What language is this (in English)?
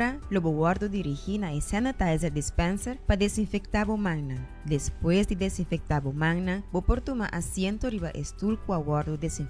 Papiamento